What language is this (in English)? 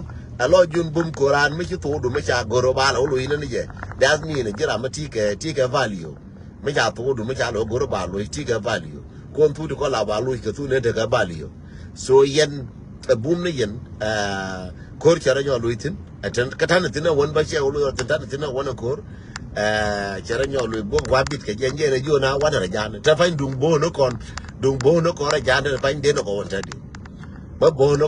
Nuer